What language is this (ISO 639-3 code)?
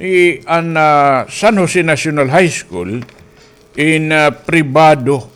war